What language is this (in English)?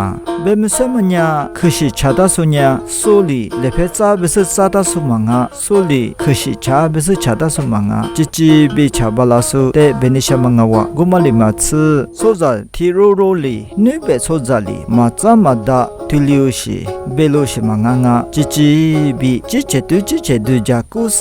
Lisu